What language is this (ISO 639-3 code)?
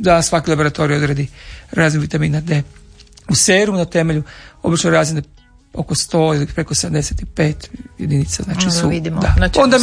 hrv